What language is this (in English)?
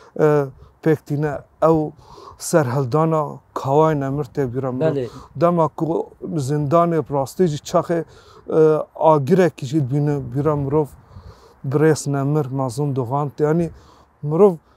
Kurdish